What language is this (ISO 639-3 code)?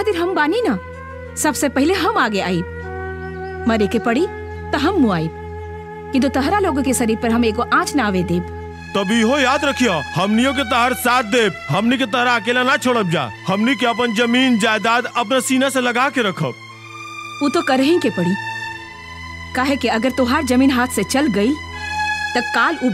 bho